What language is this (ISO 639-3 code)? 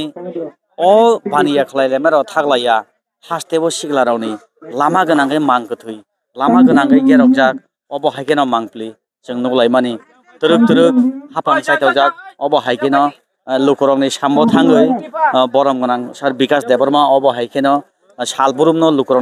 trp